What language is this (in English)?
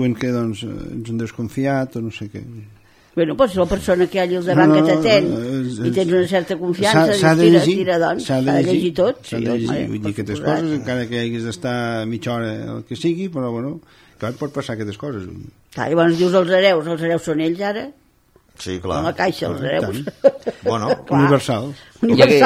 Catalan